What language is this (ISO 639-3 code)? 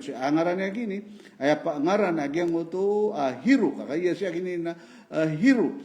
mrw